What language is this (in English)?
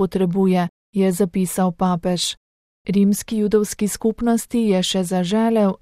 Slovenian